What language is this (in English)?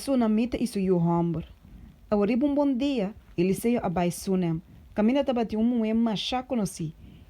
Papiamento